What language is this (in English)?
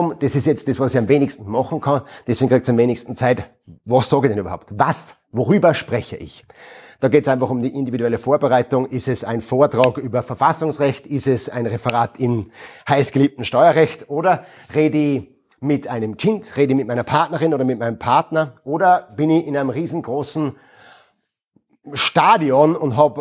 German